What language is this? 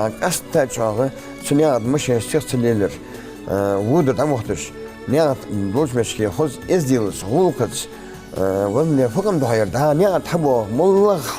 Ingush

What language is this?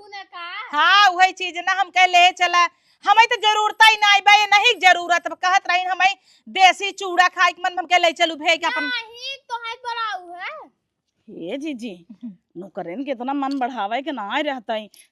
Awadhi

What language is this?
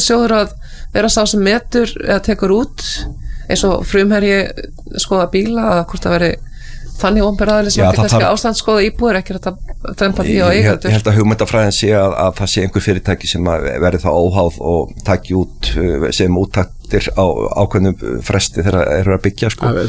Icelandic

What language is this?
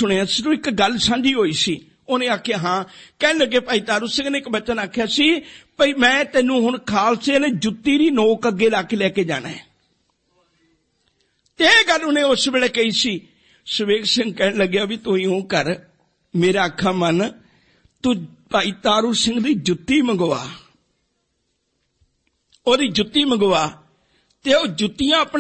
Punjabi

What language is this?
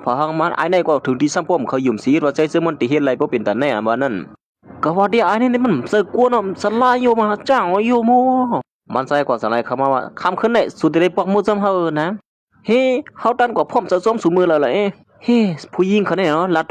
Shan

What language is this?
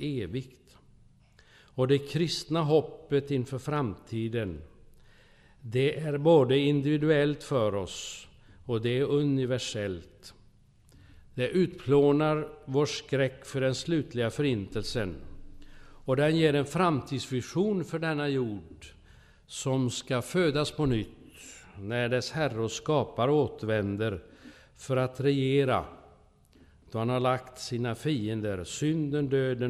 Swedish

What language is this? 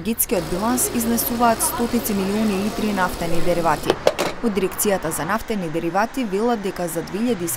Macedonian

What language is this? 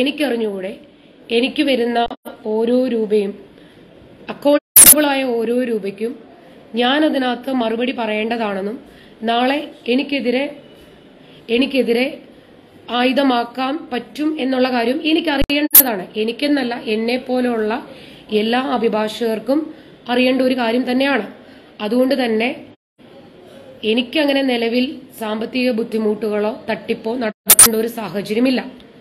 Malayalam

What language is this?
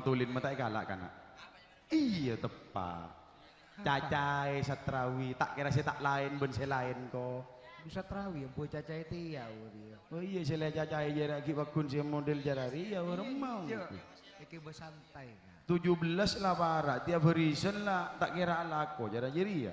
Madurese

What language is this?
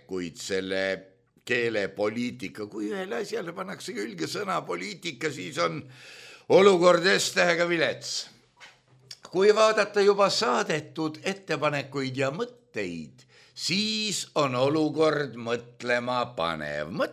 Estonian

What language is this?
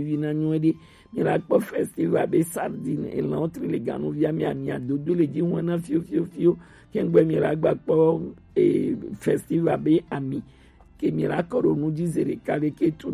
Gen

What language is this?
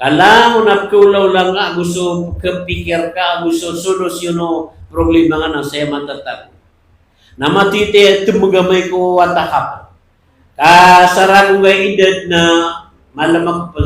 Maranao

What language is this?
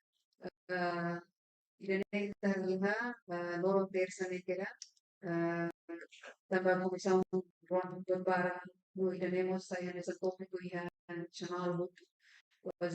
Tetum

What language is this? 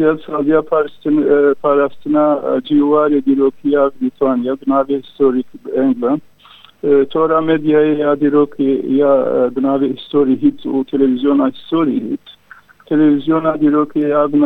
Kurdish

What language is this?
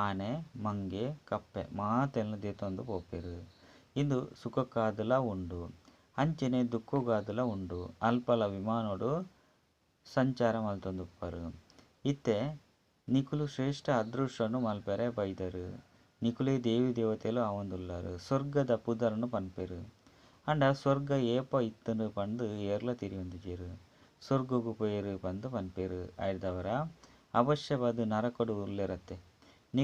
Tulu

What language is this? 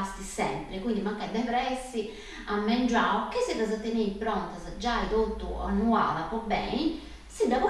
Sardinian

